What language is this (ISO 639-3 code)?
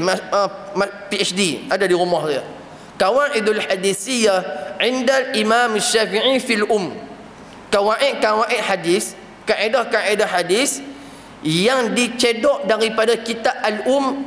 msa